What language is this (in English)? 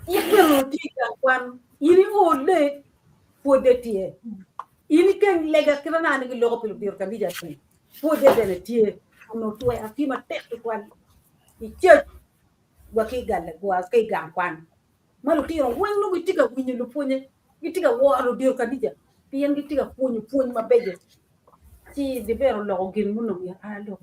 Acoli